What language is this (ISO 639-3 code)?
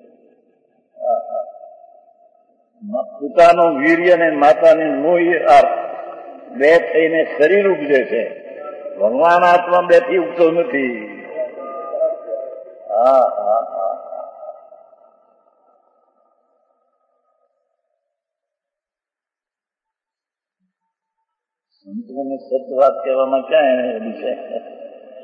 guj